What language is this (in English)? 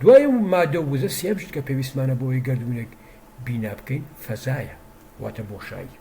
Central Kurdish